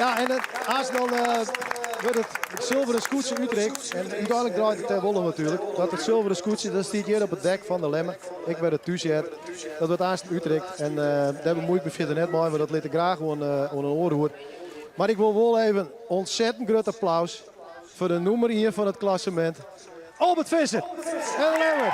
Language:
Western Frisian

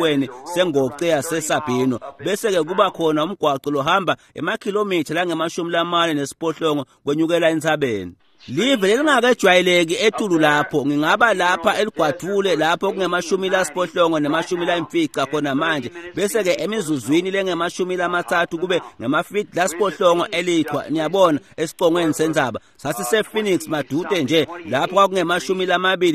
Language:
Swati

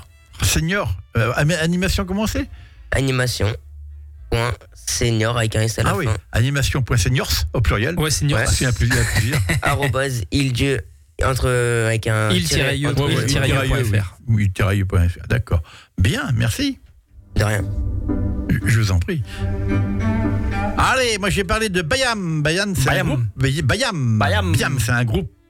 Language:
French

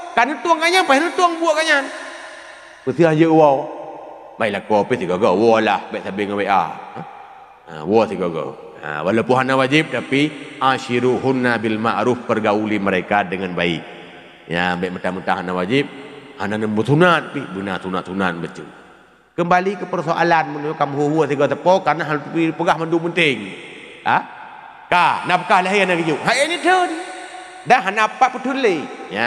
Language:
Achinese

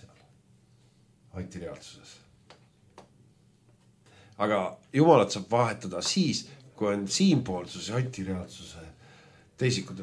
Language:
Estonian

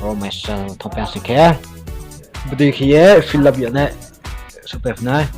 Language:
Riang (India)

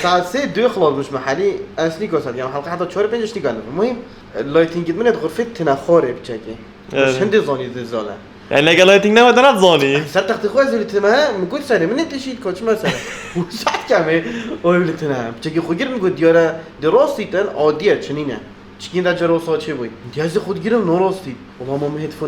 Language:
Kurdish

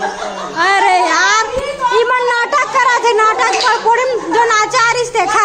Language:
Chhattisgarhi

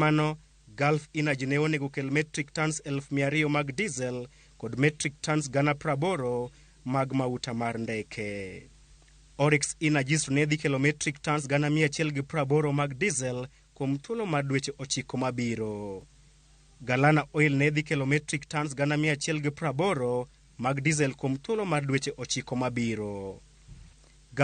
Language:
Luo (Kenya and Tanzania)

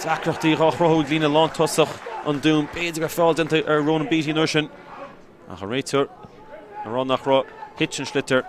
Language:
Irish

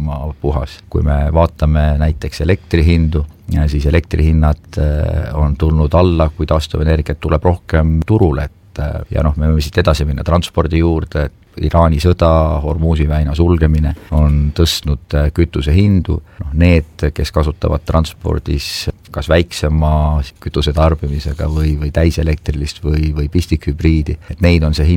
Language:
Estonian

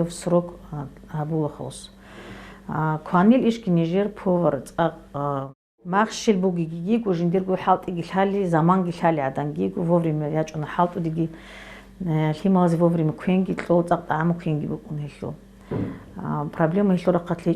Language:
Avaric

